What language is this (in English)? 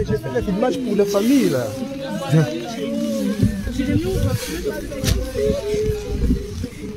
French